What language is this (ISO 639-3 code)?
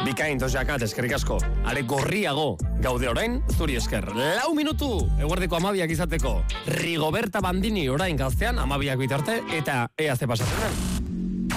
eus